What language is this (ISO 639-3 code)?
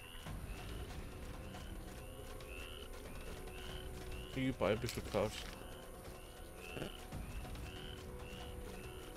deu